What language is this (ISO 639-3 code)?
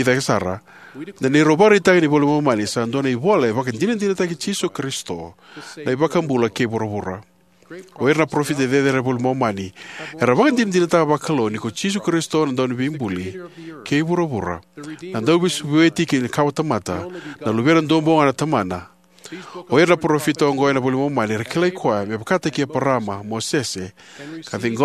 fij